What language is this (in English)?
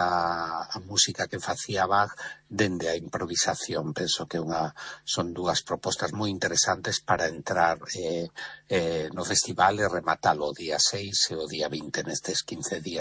Galician